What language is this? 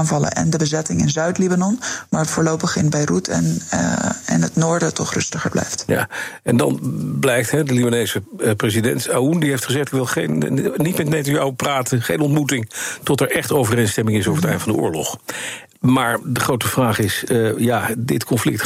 Dutch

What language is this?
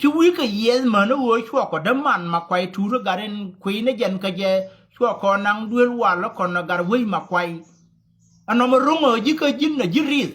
Nuer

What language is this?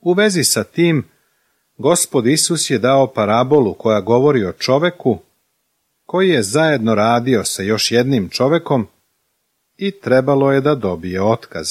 Serbian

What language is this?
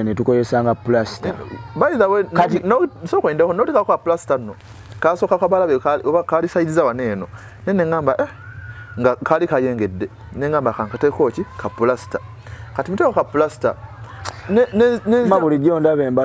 Ganda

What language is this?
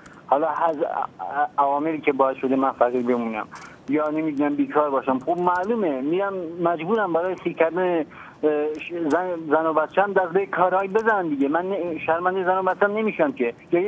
Persian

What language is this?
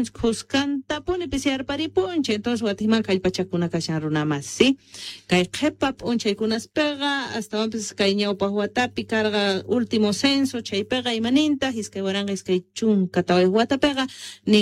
Quechua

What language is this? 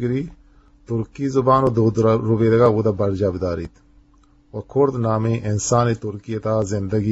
Eastern Balochi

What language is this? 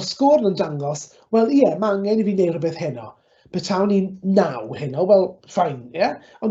Welsh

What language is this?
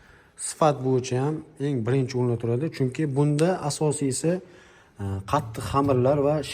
Uzbek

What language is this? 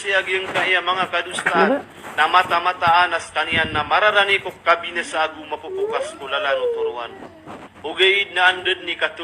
Maranao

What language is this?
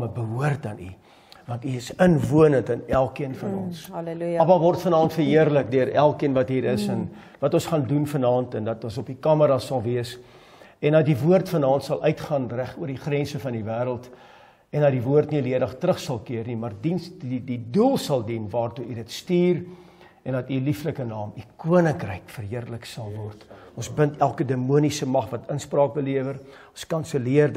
Afrikaans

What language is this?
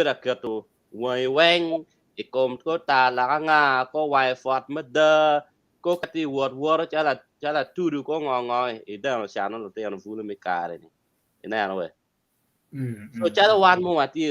Acoli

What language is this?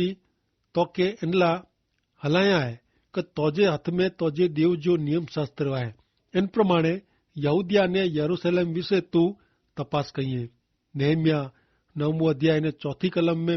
Kachhi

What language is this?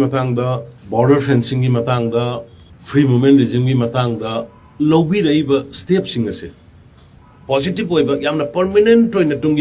Manipuri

